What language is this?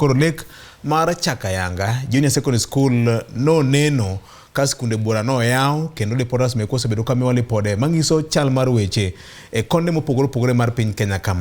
Luo (Kenya and Tanzania)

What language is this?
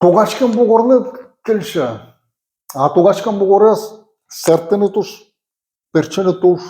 Udmurt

